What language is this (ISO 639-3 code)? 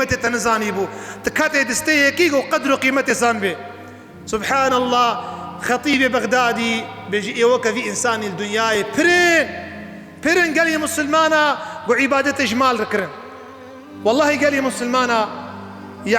kur